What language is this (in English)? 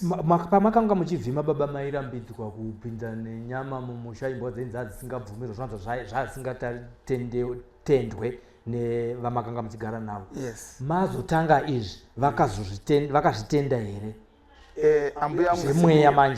Shona